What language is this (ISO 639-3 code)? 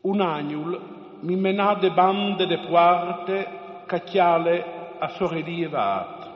fur